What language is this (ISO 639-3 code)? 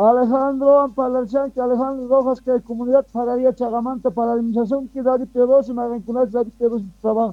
quh